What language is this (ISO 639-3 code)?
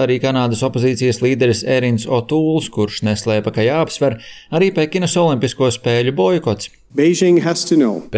lav